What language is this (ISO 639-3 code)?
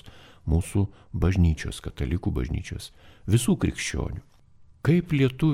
lit